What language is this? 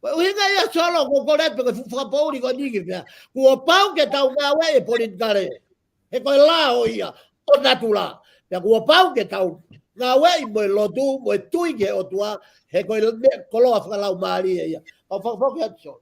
Tongan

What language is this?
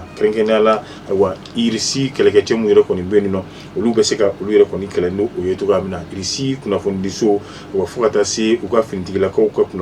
Bambara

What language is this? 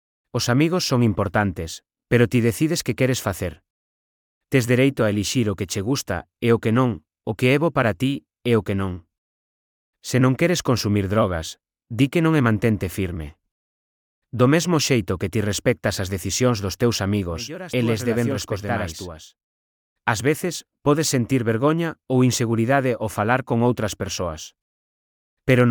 Galician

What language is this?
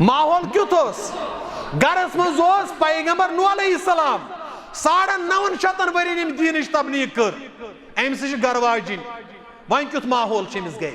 Kashmiri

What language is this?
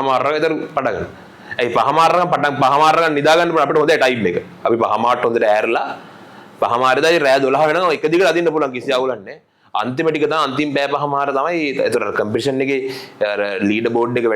Sinhala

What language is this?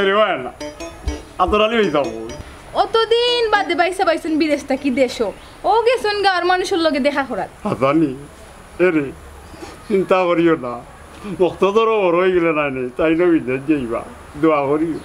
Sylheti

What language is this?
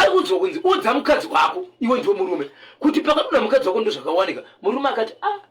Shona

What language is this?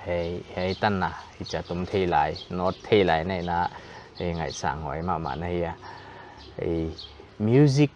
Paite Chin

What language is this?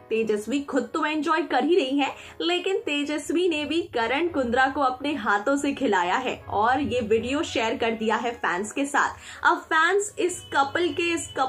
Hindi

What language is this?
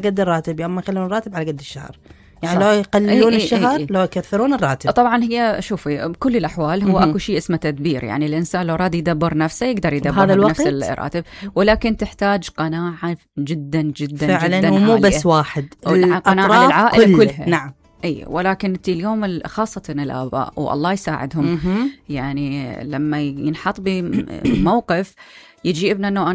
Mesopotamian Arabic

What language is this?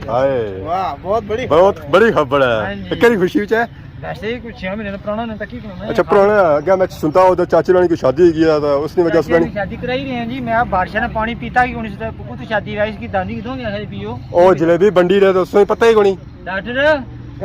Pahari-Potwari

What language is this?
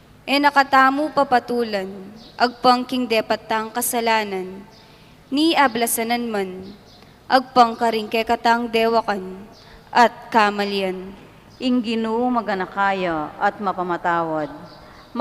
Pampanga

